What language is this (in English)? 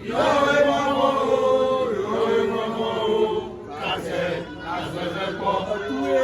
Ewe